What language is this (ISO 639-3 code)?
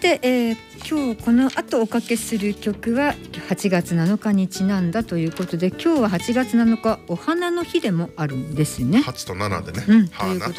jpn